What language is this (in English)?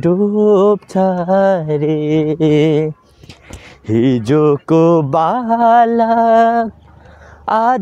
Nepali